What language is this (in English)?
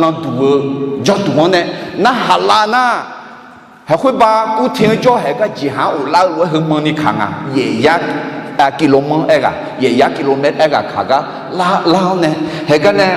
Akha